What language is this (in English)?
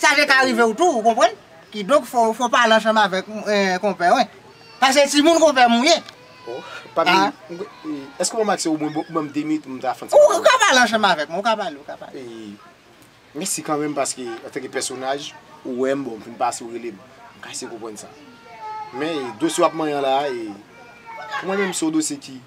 Haitian Creole